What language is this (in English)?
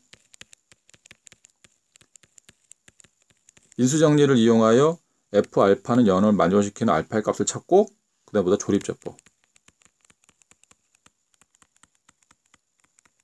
Korean